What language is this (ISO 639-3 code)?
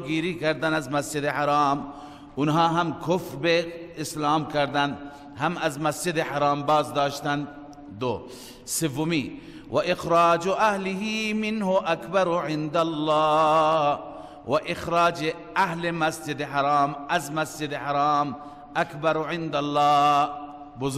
fas